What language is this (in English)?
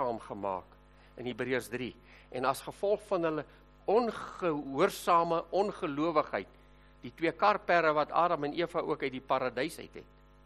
Afrikaans